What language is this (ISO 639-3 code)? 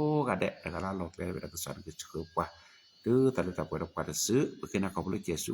ksw